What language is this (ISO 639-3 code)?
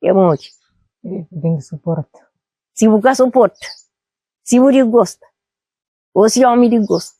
kea